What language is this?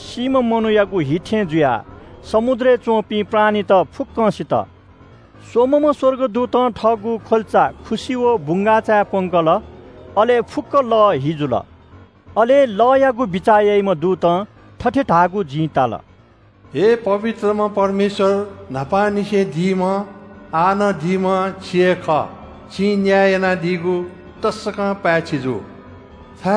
Newari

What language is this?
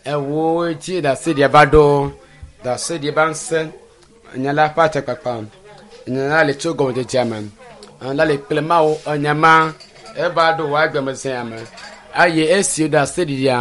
Ewe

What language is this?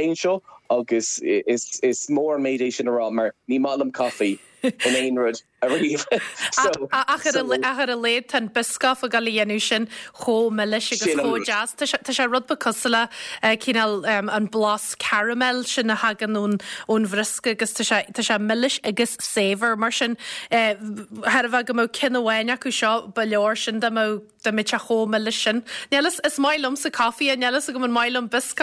Irish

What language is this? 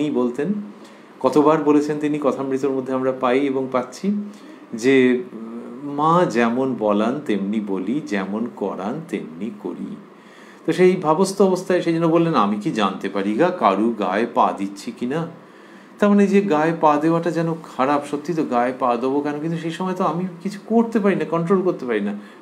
Bangla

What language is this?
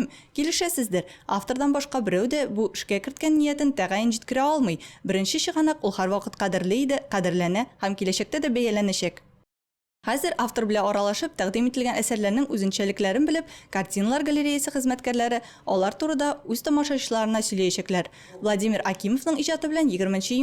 Tatar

